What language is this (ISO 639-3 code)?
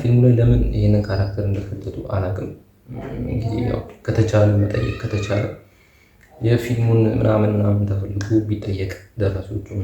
amh